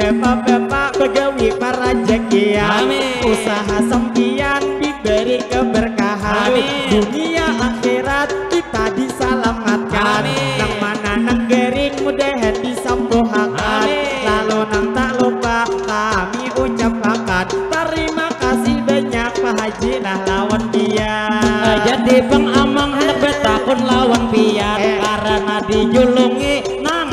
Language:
Banjar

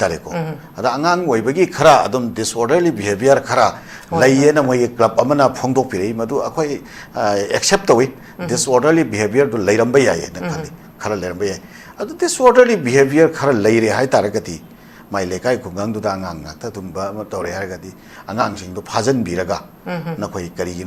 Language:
Manipuri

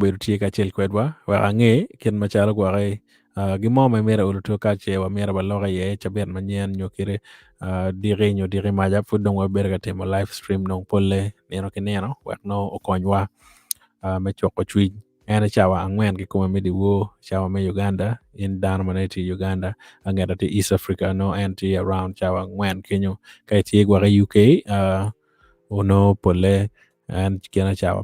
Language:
Acoli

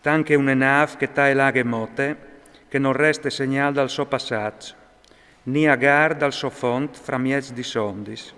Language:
Friulian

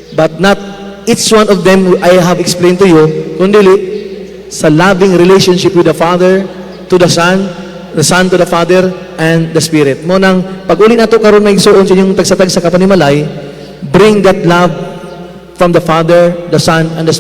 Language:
Cebuano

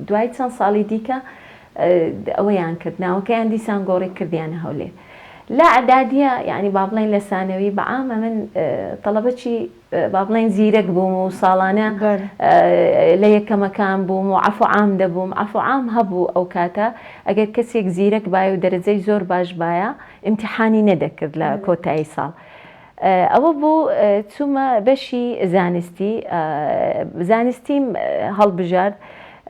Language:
Central Kurdish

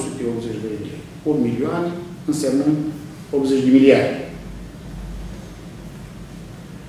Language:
Romanian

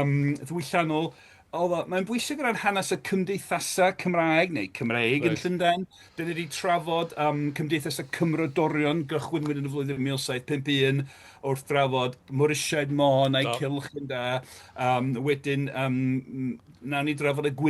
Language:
Welsh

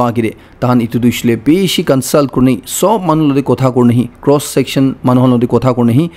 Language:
Naga Pidgin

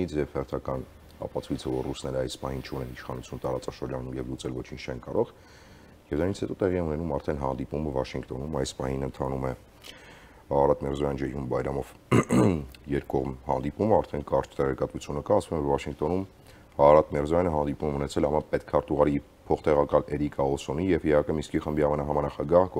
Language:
Armenian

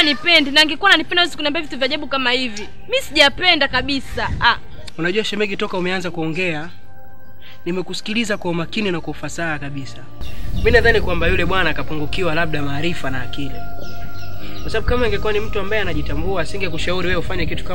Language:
Swahili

